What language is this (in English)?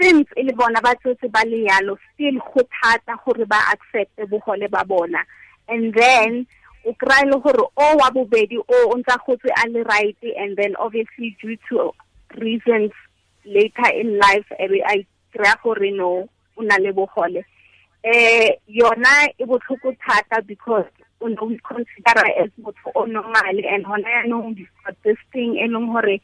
Tswana